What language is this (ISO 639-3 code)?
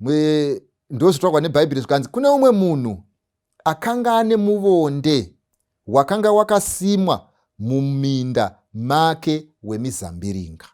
sna